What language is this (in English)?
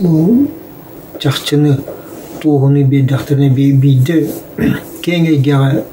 Yakut